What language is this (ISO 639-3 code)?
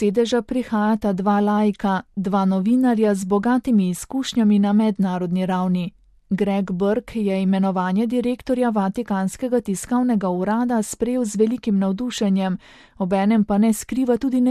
slv